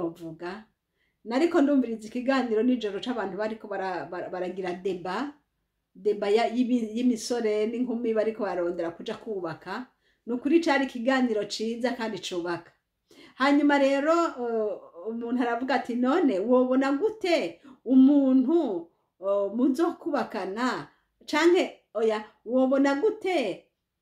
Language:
Rundi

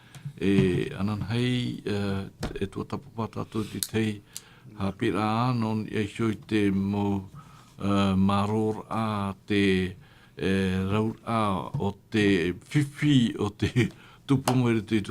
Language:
Tahitian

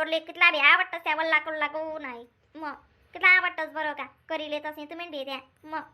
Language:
Khandesi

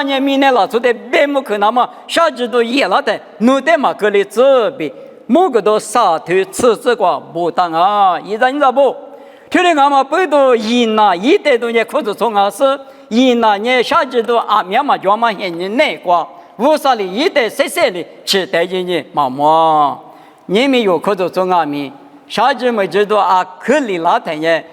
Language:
Lisu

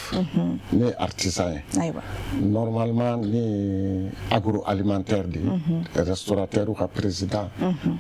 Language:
Bambara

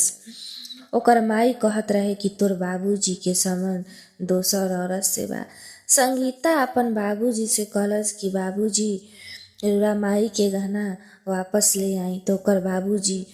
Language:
Bhojpuri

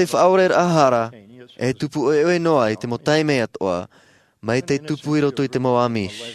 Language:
Tahitian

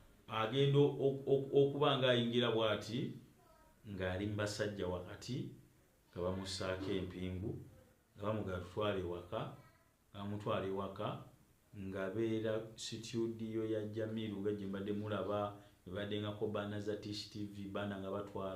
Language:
Ganda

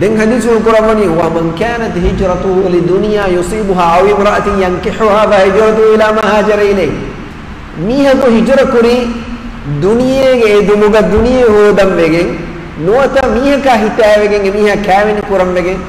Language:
Divehi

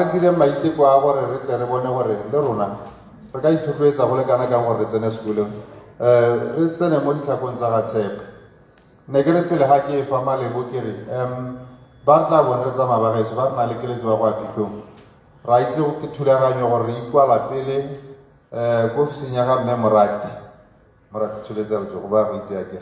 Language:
Tswana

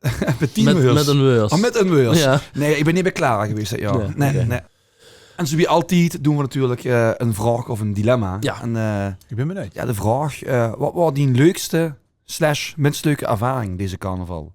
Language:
Limburgish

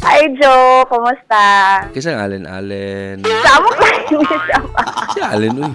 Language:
Cebuano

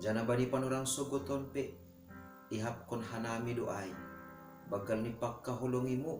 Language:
Batak Simalungun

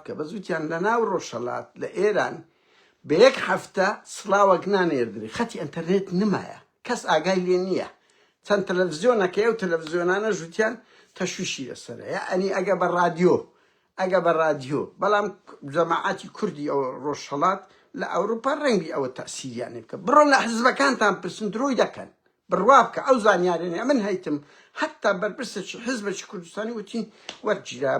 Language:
Central Kurdish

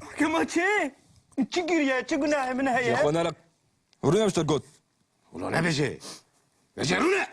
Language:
Kurdish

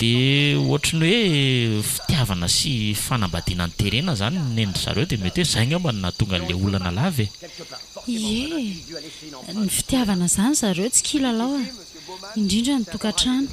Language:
Malagasy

